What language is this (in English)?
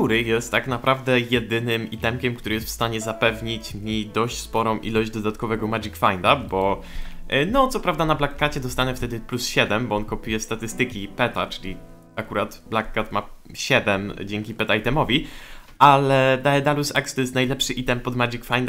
Polish